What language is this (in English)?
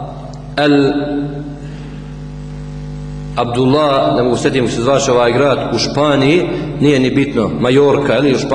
Bosnian